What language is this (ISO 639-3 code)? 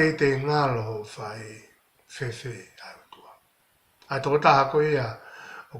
ton